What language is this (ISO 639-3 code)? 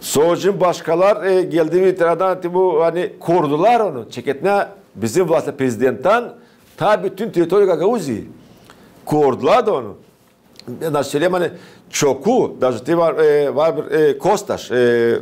gag